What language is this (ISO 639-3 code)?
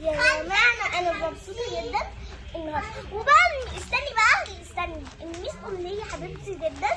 arz